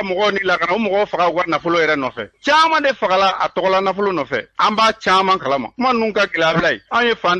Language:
Bambara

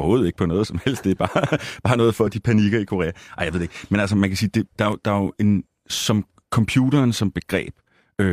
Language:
Danish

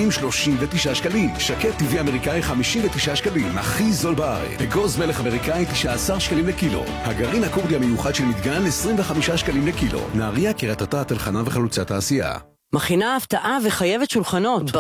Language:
Hebrew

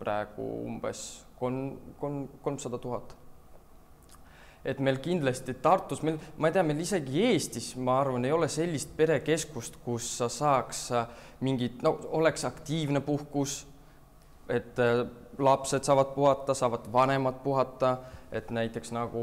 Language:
Estonian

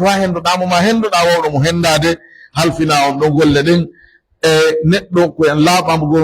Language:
Pular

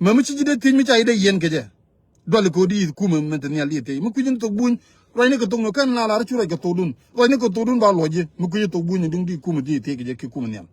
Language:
Nuer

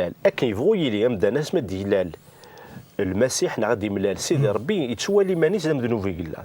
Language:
Kabyle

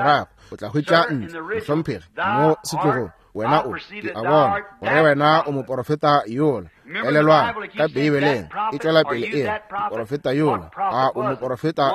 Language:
Northern Sotho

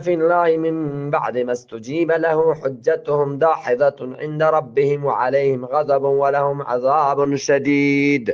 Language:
Eastern Balochi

